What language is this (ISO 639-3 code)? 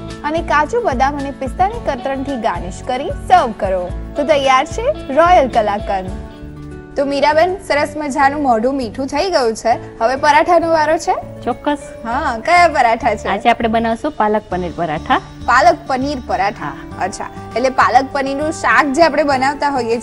guj